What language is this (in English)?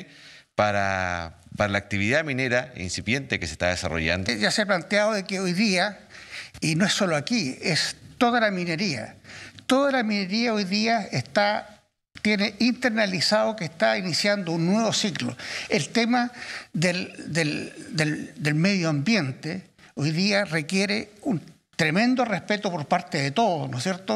Spanish